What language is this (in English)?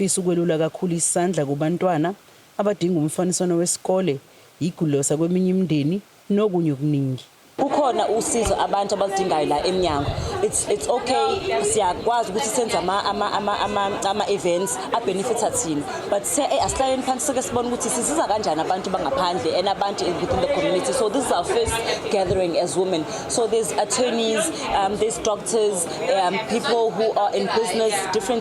Zulu